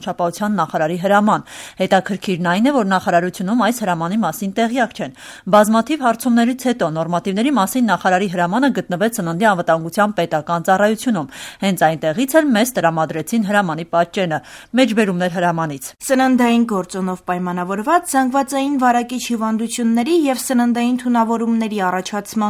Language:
Armenian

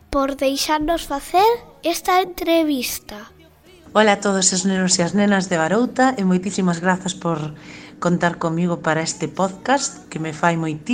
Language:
Galician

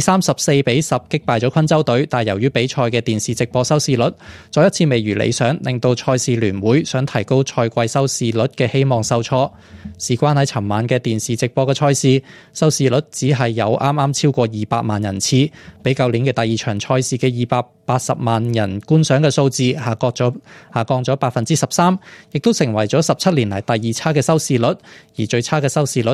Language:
Cantonese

